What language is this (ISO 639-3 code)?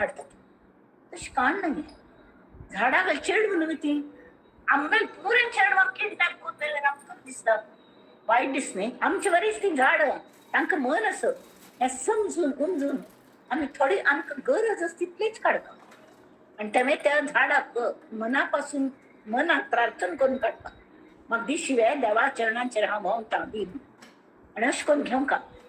kok